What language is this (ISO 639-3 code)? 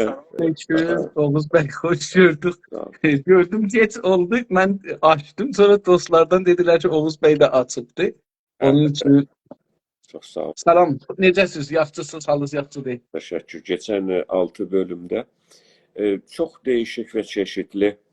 azb